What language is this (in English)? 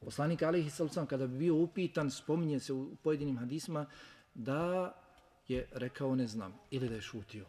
Bosnian